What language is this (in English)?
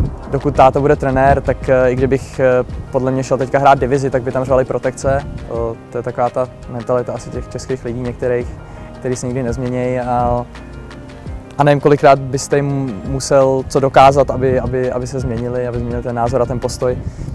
Czech